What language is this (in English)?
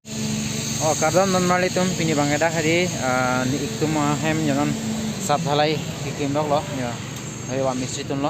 Karbi